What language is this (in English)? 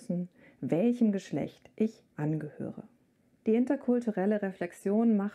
German